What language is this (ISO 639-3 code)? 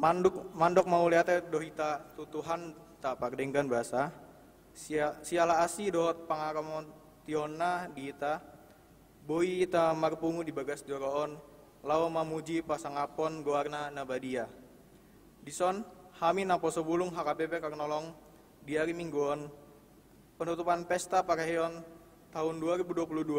bbc